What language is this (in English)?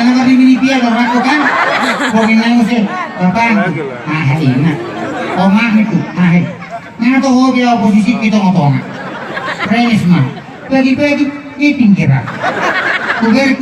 Batak Toba